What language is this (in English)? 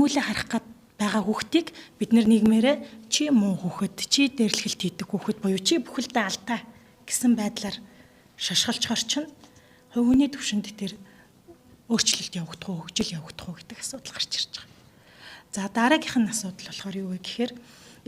Mongolian